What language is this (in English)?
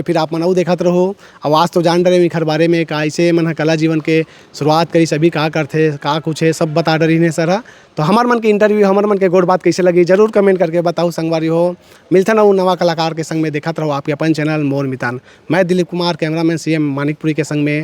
Chhattisgarhi